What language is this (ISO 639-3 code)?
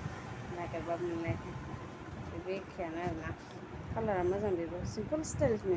brx